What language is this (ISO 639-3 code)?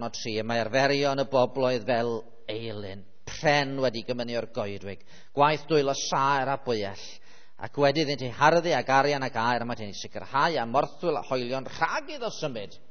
cym